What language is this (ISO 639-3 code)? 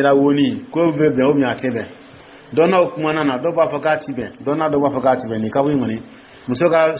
dyu